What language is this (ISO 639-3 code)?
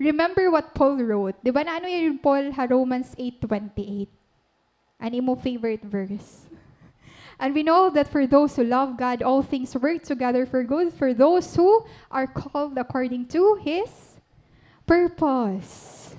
war